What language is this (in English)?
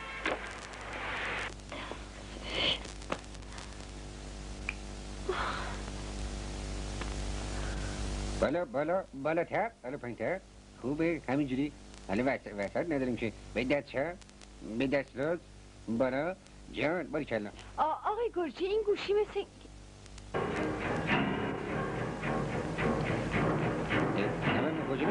Persian